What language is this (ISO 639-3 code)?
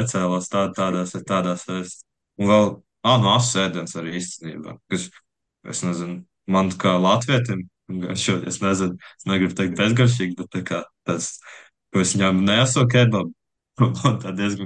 lav